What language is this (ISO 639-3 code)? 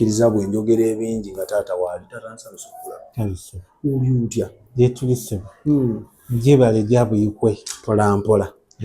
lug